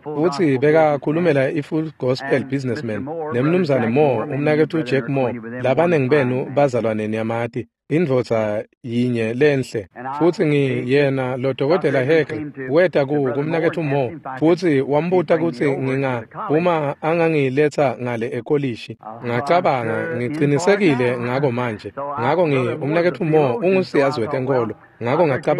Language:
Swati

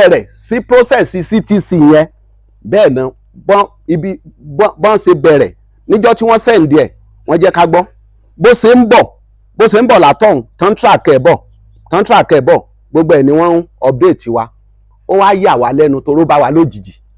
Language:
Yoruba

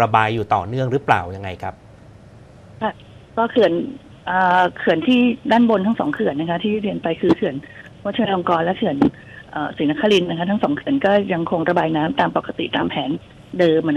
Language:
Thai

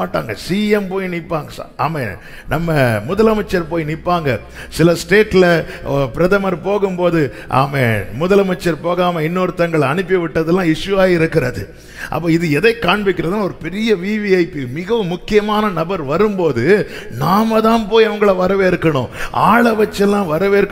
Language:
Tamil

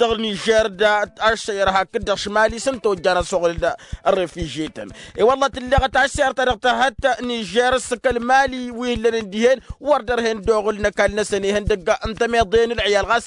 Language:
Tamasheq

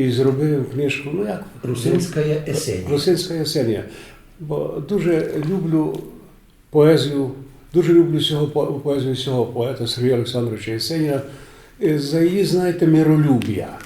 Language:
Rusyn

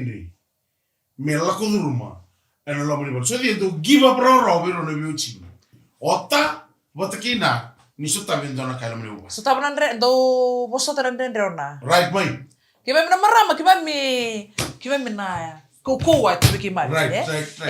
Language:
Fijian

